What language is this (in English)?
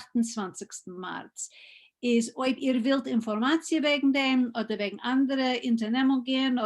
Yiddish